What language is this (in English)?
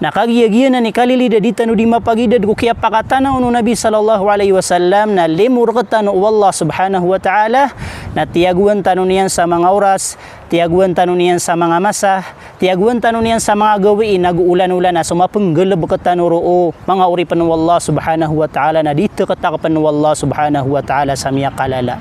Maranao